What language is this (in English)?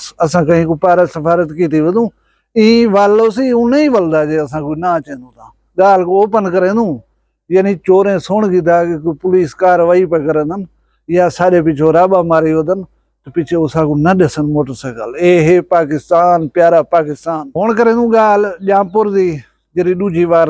Saraiki